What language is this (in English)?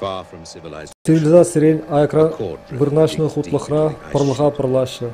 Chuvash